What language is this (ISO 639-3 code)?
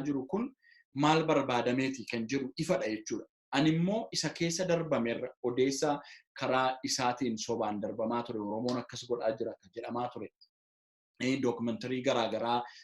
orm